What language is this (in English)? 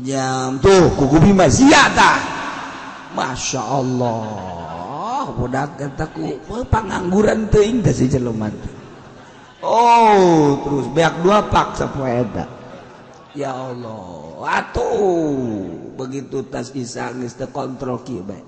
Sundanese